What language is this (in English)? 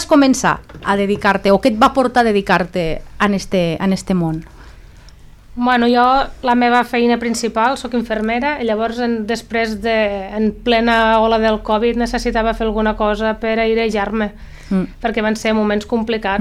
Catalan